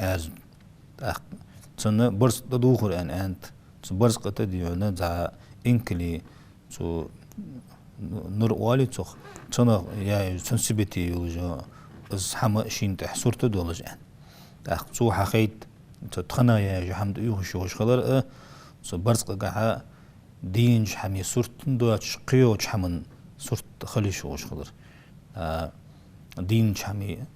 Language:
Ingush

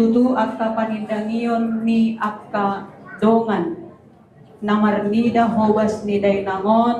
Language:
Batak Toba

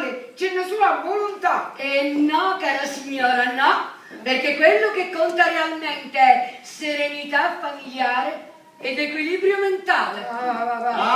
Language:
Sicilian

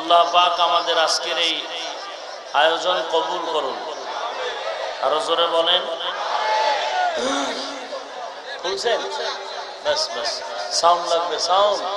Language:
Bangla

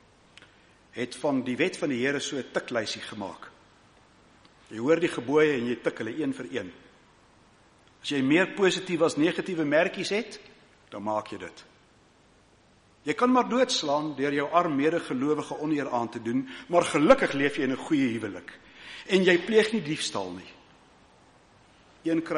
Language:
Afrikaans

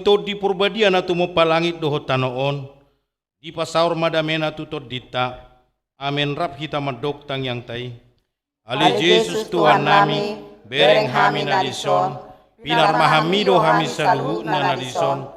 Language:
Batak Toba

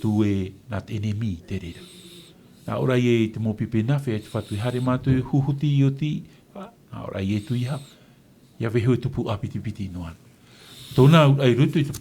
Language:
Tahitian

